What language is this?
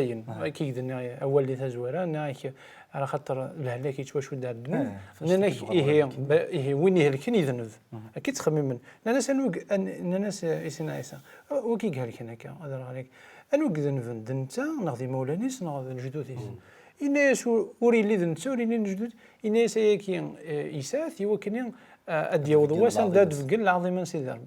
Kabyle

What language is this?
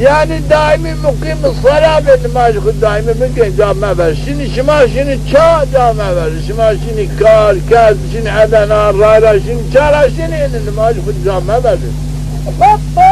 Zaza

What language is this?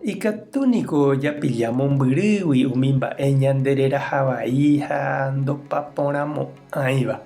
Guarani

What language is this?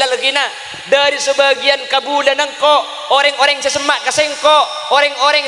Madurese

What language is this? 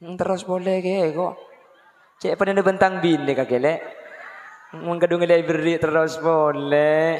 Madurese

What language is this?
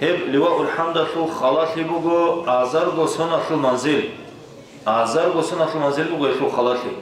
Avaric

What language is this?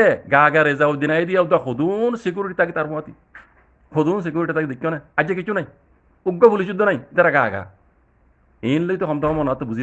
Rohingya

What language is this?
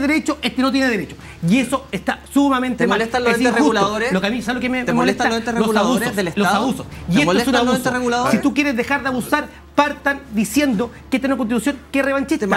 Spanish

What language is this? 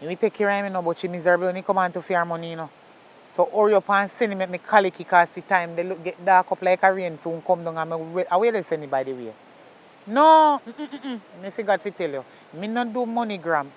Jamaican Creole English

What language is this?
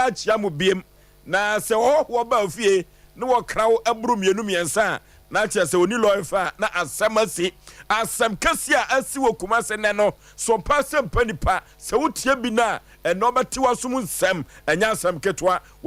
Akan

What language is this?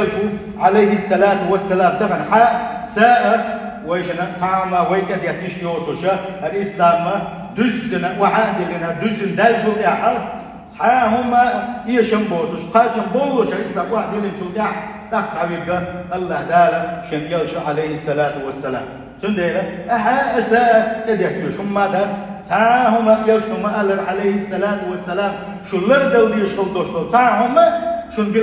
Chechen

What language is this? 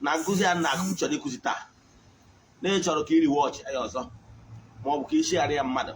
Igbo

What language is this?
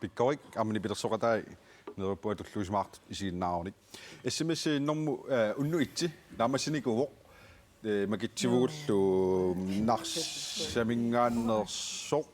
Kalaallisut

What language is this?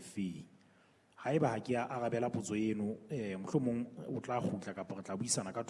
Southern Sotho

